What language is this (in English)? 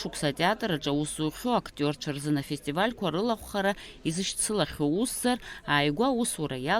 Abkhazian